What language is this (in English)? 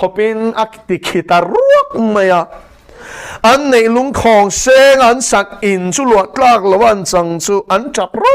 Mizo